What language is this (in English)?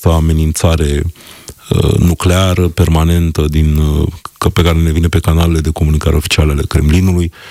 Romanian